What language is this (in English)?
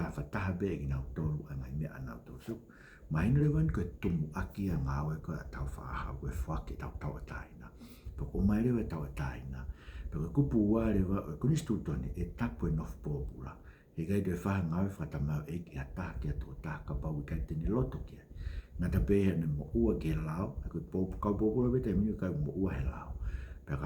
Tongan